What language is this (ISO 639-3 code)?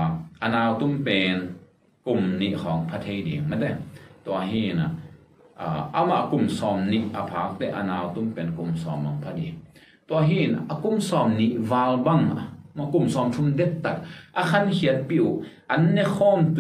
ctd